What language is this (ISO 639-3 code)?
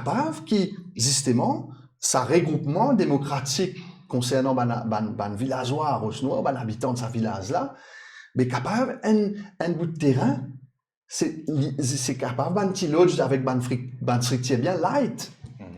mfe